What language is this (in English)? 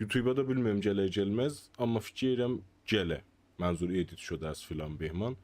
South Azerbaijani